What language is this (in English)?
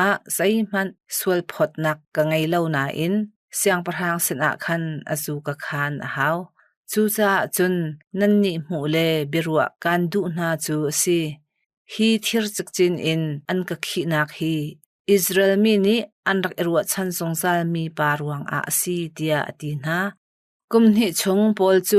Hakha Chin